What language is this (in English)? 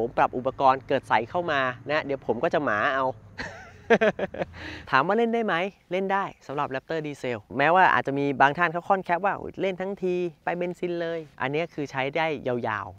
Thai